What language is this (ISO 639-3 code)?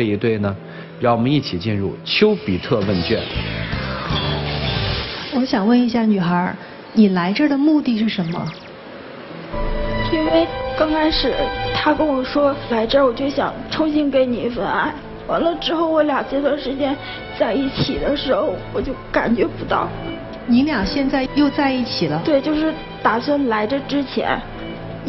zho